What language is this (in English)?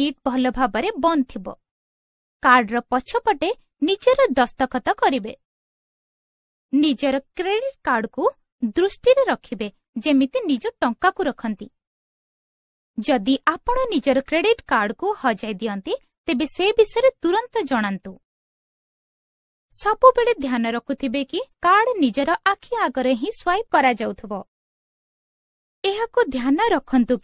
Odia